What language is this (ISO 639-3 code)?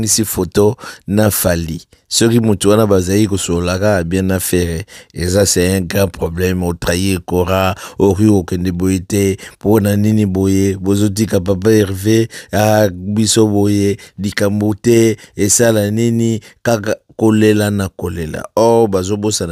lin